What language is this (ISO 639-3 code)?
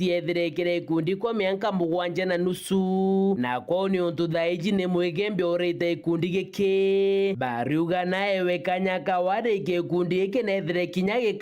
mer